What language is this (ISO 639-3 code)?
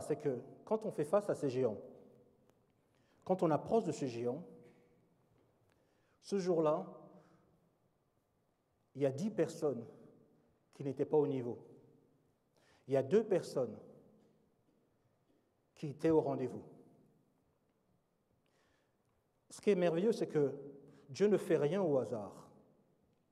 fra